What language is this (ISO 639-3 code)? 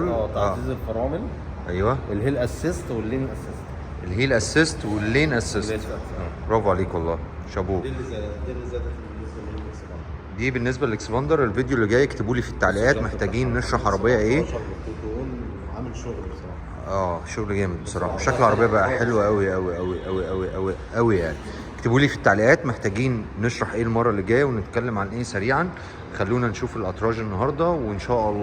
arz